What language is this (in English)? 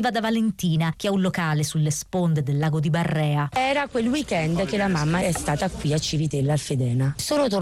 Italian